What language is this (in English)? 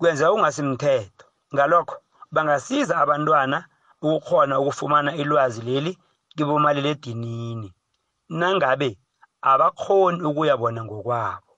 South Ndebele